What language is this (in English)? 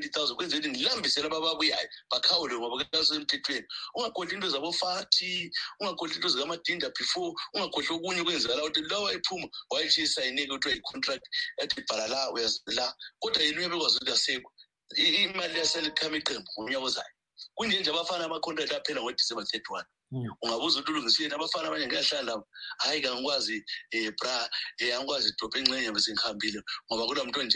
North Ndebele